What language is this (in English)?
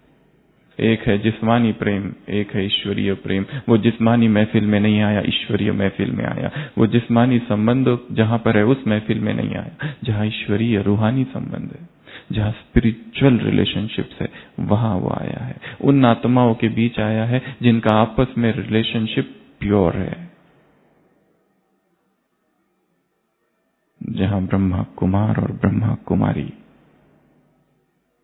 Hindi